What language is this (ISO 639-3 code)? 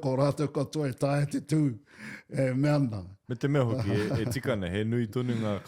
mri